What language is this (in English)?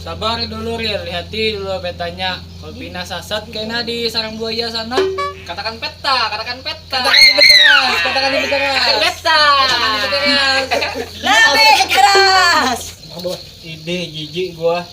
Banjar